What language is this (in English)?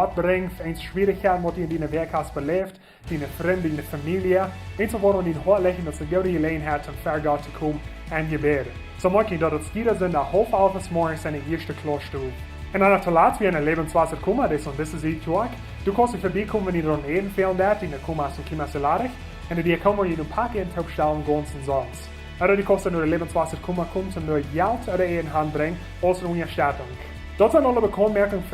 Plautdietsch